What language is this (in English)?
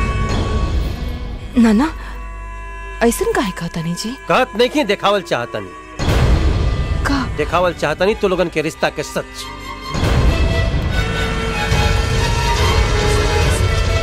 Bhojpuri